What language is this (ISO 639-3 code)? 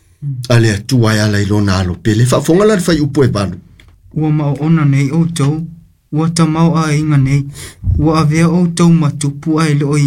smo